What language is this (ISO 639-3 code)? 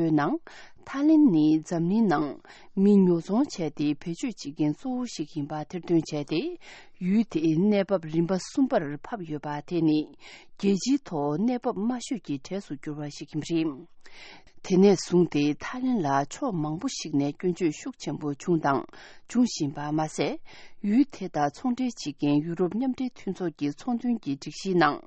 bod